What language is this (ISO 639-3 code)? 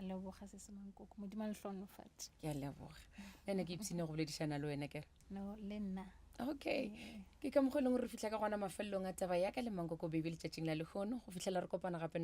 nso